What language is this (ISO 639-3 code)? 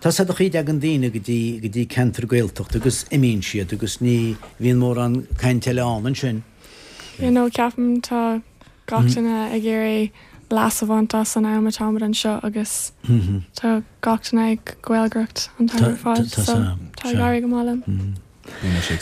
gle